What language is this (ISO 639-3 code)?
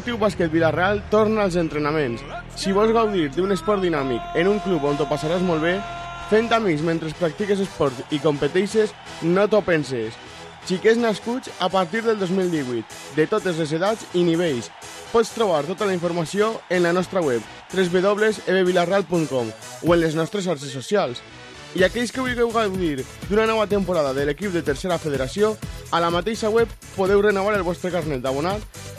cat